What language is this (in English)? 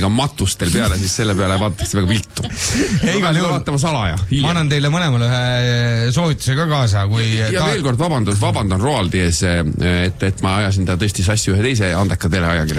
Estonian